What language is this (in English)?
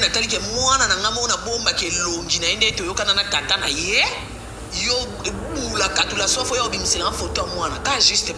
Lingala